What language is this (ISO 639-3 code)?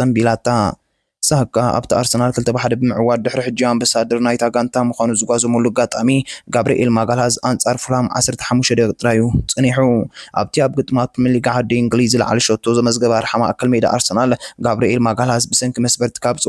tir